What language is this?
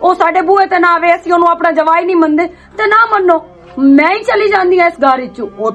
Western Panjabi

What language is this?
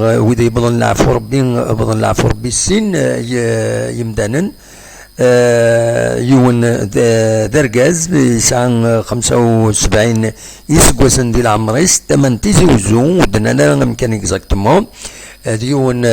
Kabyle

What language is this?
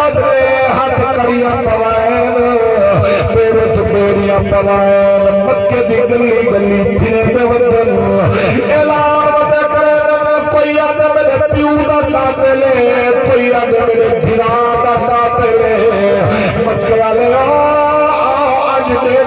Saraiki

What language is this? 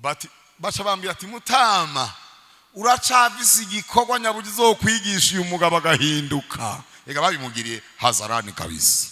Rundi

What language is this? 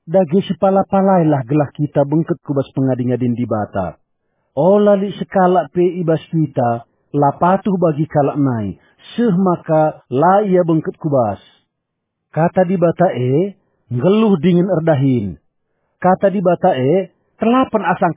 Batak Karo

